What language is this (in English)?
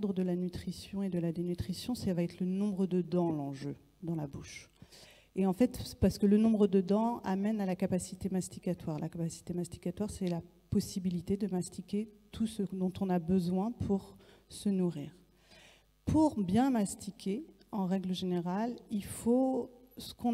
French